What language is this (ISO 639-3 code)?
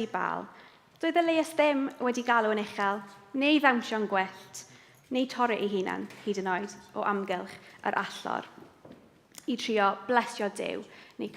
cym